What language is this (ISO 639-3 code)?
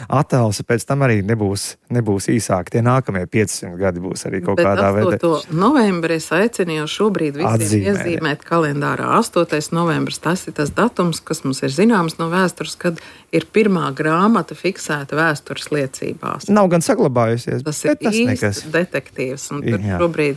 lav